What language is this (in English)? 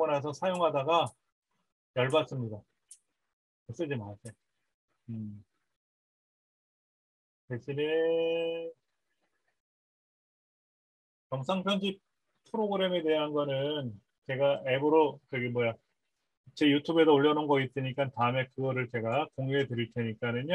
Korean